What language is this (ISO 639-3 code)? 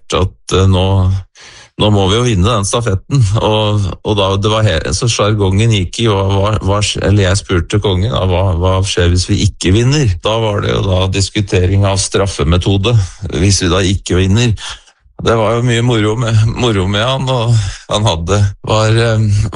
nor